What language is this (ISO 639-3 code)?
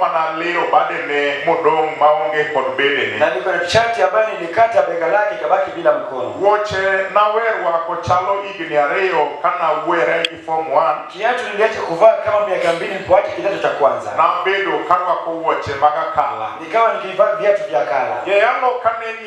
luo